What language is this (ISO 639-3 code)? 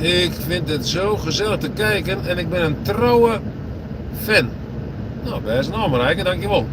fry